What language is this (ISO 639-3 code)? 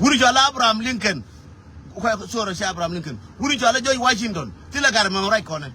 nus